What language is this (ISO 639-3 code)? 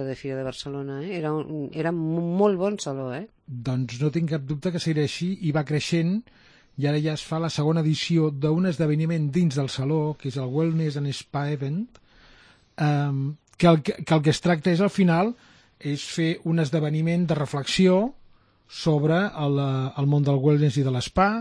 cat